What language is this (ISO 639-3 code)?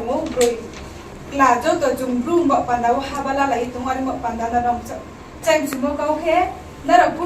ria